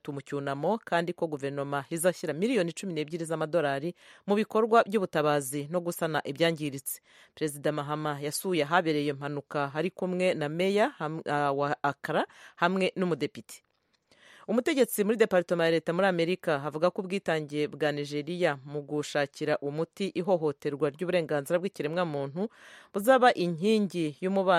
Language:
Kinyarwanda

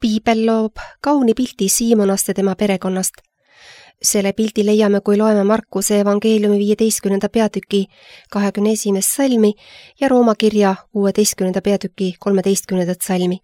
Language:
Estonian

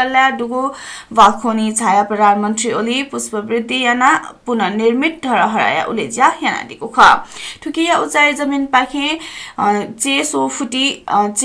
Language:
Newari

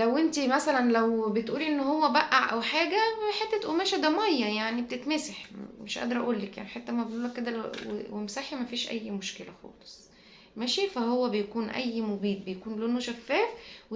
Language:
Egyptian Arabic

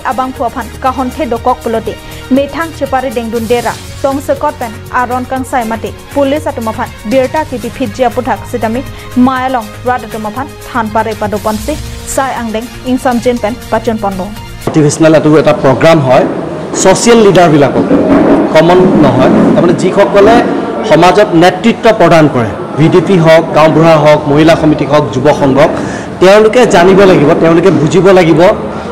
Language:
Karbi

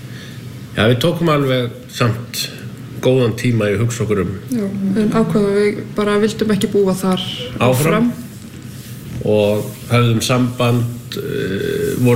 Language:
Icelandic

